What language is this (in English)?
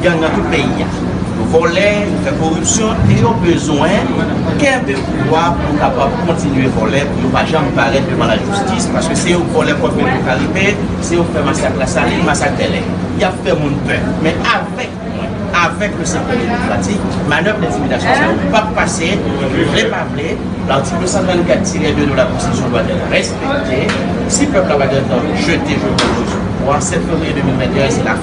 Haitian Creole